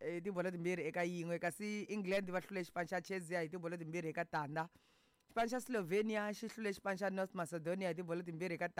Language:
Tsonga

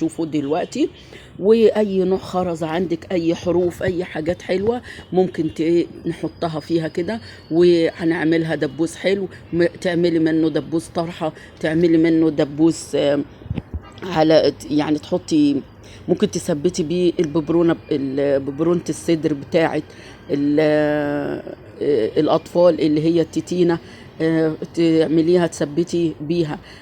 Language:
Egyptian Arabic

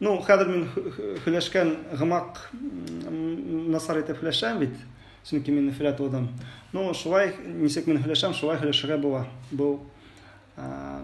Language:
Bashkir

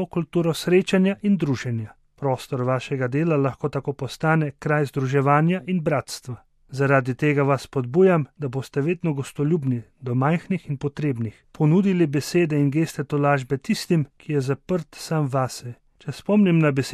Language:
Slovenian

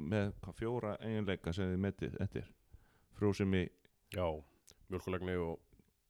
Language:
Icelandic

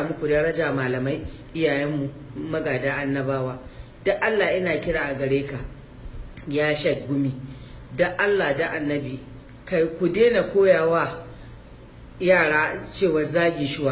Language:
Hausa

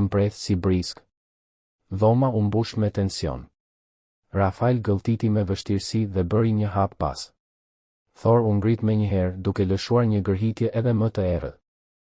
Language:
Albanian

